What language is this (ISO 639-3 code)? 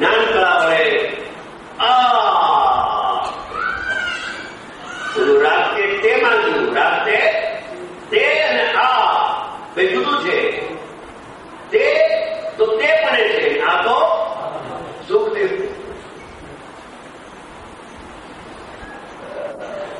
guj